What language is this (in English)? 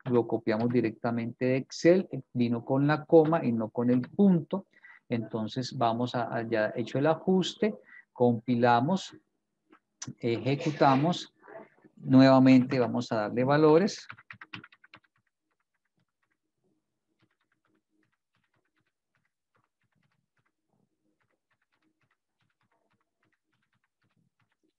Spanish